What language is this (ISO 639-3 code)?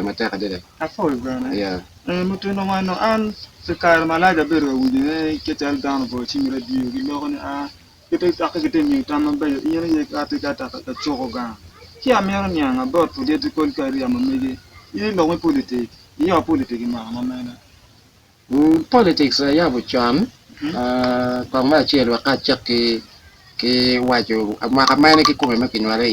ach